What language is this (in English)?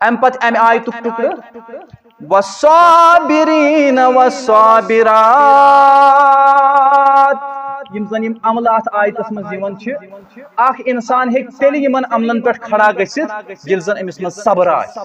Kashmiri